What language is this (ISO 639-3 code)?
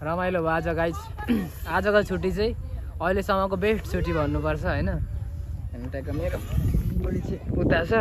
nep